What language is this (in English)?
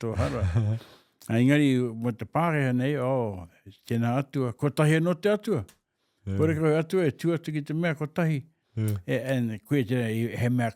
Māori